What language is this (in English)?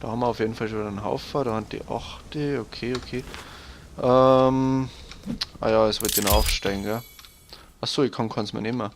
Bavarian